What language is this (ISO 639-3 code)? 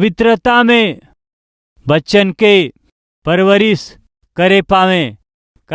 bho